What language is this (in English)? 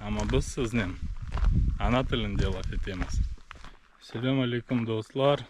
Crimean Tatar